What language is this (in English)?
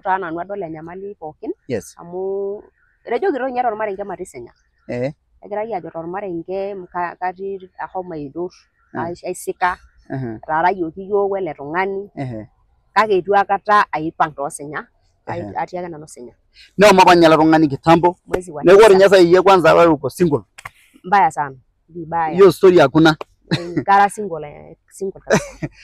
Masai